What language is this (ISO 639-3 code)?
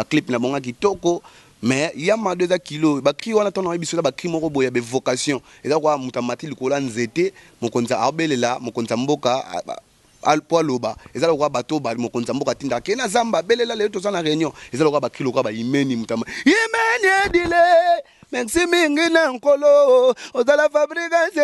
lin